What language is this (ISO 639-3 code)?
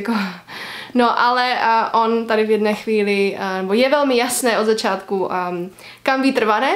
ces